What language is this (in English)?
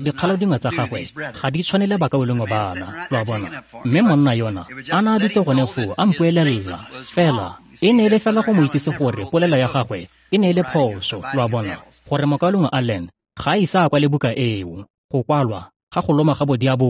Tswana